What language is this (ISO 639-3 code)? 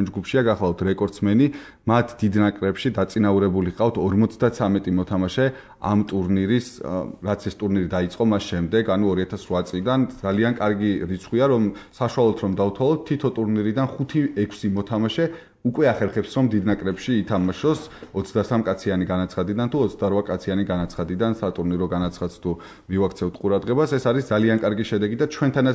kat